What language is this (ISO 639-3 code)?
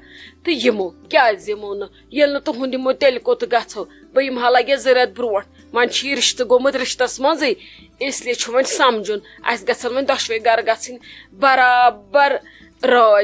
kas